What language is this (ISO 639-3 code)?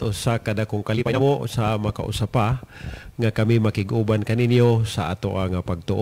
ceb